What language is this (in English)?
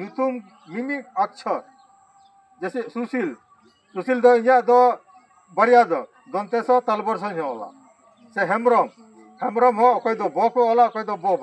Santali